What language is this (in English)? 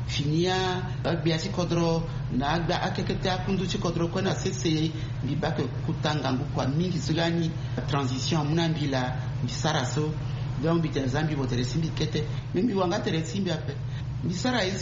Sango